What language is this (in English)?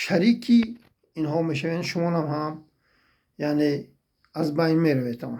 Tajik